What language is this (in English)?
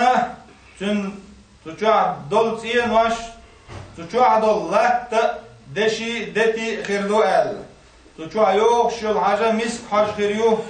Chechen